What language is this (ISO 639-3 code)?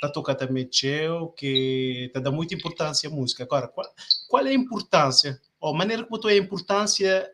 kea